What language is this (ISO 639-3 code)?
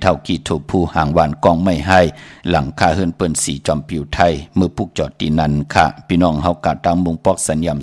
shn